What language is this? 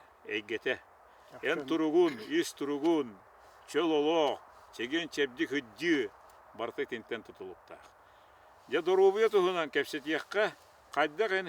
Yakut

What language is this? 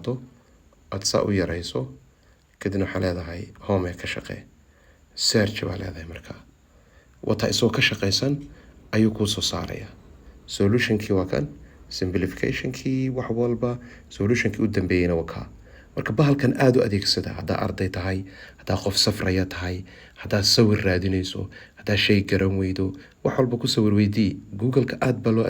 Somali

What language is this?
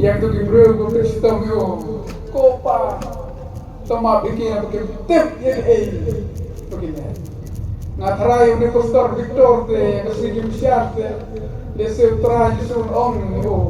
Khasi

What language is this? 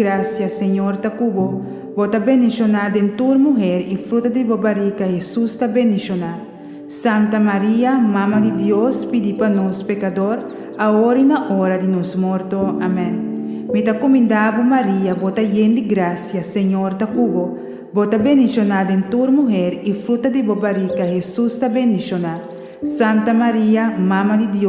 Papiamento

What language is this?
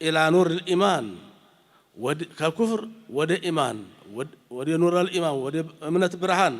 Amharic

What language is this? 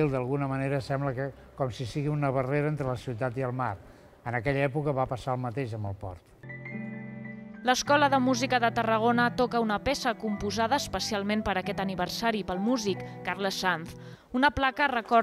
Catalan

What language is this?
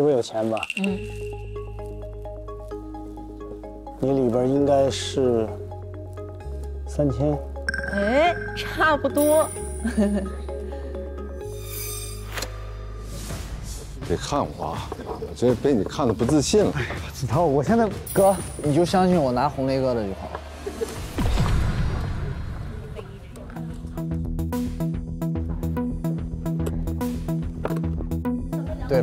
Chinese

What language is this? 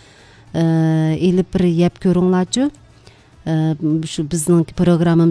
Uyghur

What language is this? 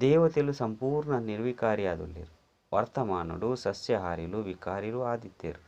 Tulu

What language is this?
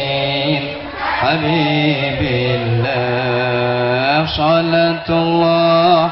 Javanese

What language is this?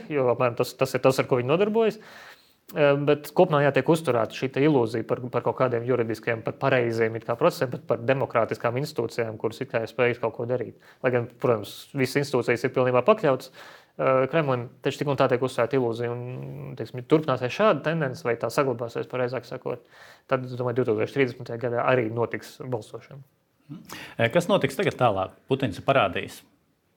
Latvian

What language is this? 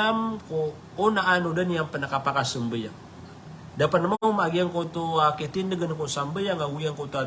Maranao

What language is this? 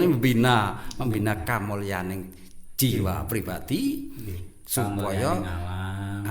Javanese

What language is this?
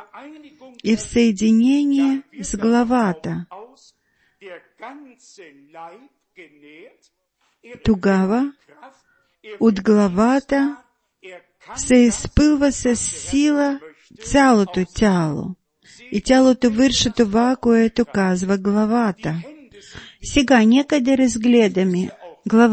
Bulgarian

